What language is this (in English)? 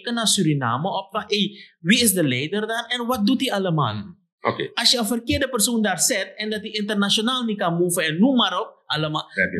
Sranan Tongo